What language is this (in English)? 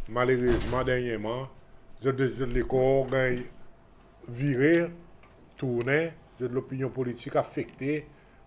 Seselwa Creole French